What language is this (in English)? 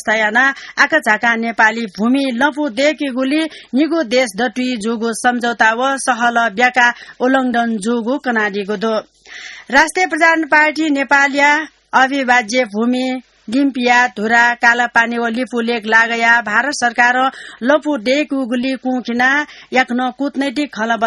Newari